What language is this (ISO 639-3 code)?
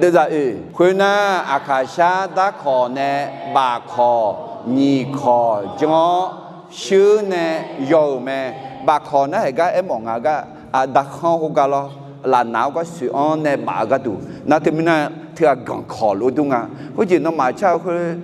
ahk